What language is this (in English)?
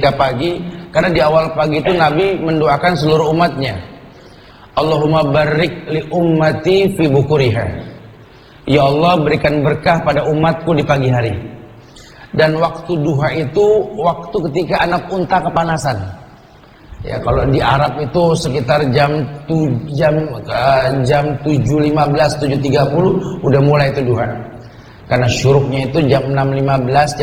Indonesian